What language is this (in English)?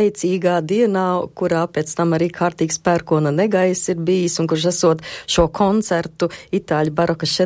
Latvian